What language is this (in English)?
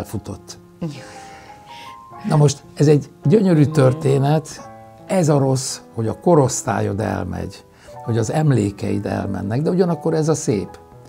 Hungarian